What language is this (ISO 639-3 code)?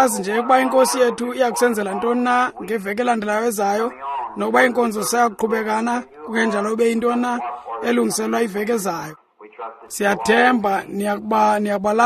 xho